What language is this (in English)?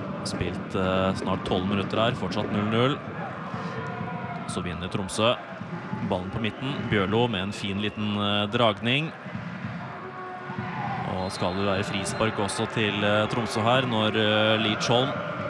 Norwegian